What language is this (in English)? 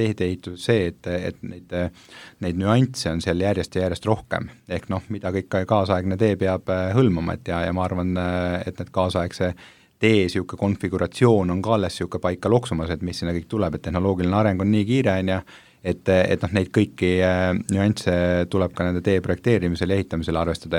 Estonian